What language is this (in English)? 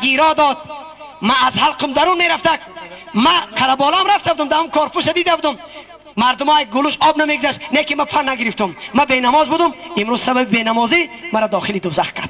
Tajik